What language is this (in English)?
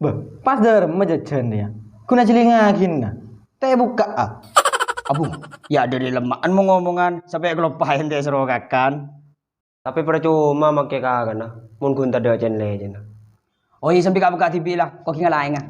Madurese